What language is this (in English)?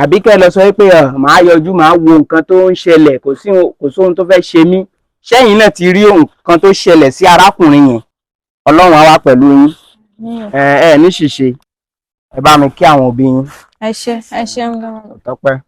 Yoruba